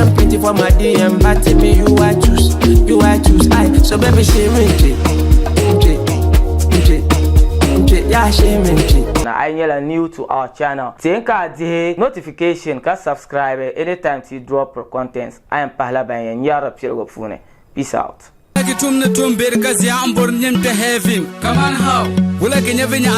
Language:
Dagbani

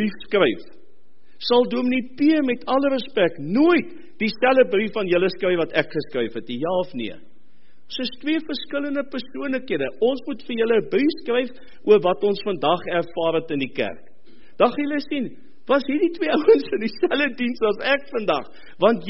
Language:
Afrikaans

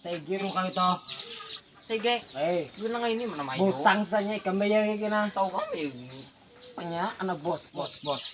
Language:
Banjar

